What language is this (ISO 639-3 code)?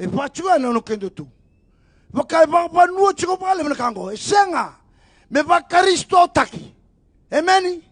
fij